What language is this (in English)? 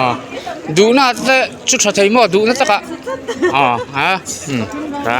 Mizo